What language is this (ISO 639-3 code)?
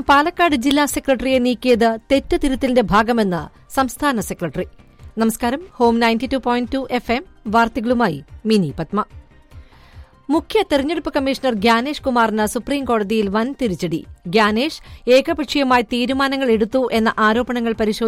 mal